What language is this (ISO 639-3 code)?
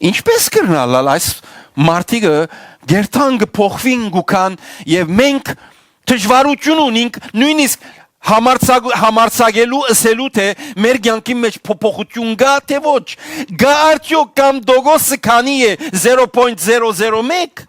hyw